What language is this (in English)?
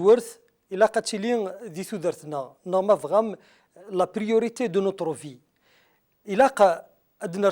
Kabyle